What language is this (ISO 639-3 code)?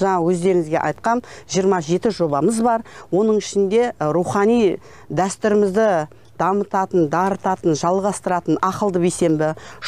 kaz